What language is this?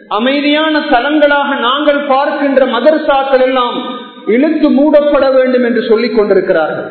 Tamil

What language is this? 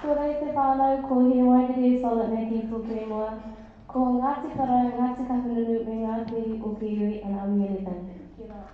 Māori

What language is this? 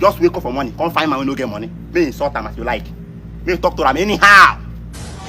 Nigerian Pidgin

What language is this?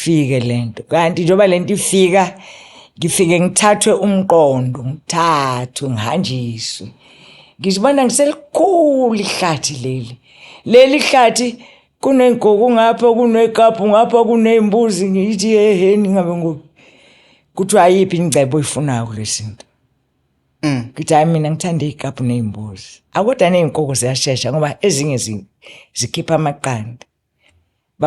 Zulu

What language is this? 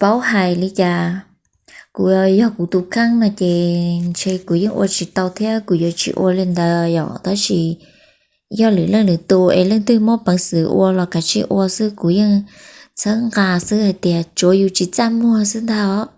Hmong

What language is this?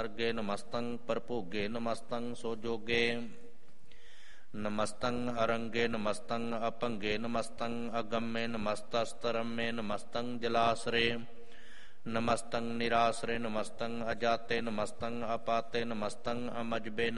Punjabi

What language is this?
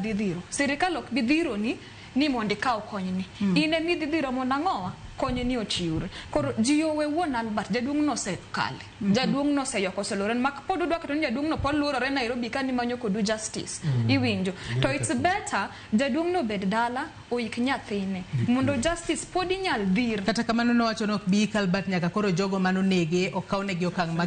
Luo (Kenya and Tanzania)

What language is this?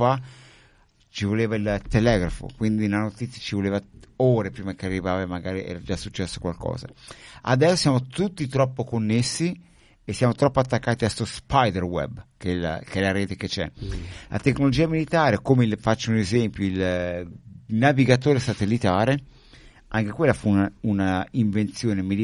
Italian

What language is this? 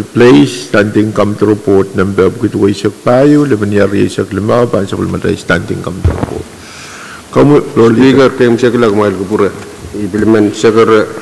Pohnpeian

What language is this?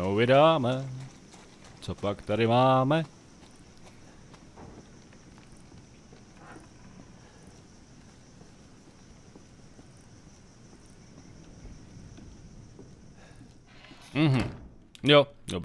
Czech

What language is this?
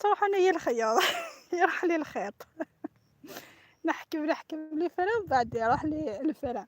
Algerian Arabic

